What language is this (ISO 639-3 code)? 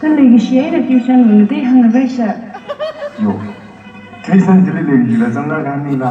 nmf